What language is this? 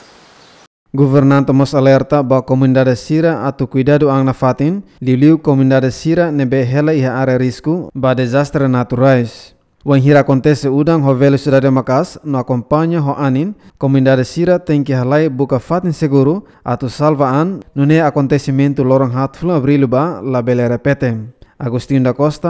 Tetum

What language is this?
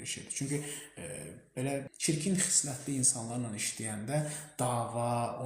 Azerbaijani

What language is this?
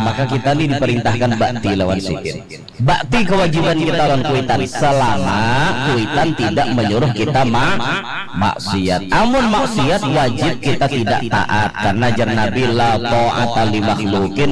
Banjar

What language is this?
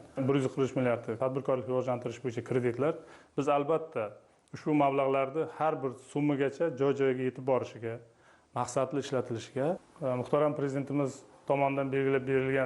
Uzbek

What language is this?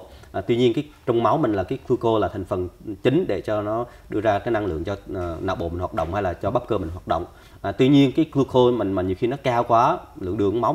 Vietnamese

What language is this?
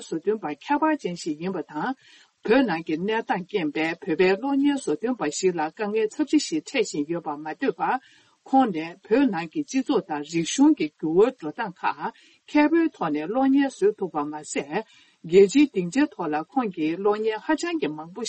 Tibetan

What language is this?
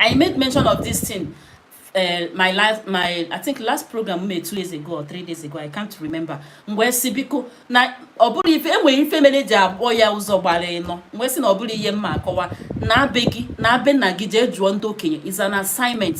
Igbo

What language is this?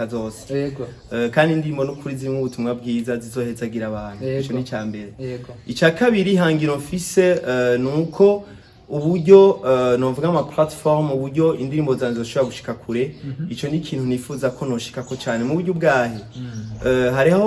Rundi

